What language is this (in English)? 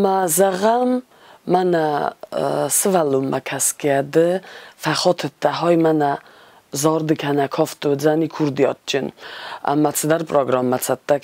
Ossetic